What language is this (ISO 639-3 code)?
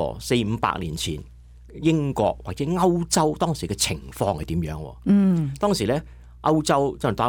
yue